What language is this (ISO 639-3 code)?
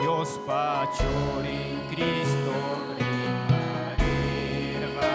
quy